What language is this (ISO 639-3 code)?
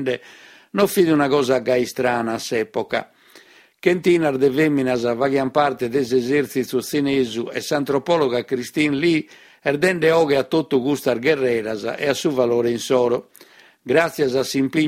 srd